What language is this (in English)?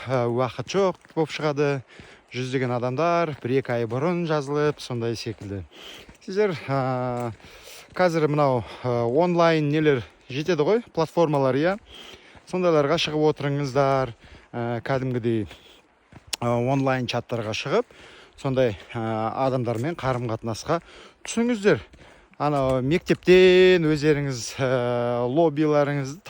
Kazakh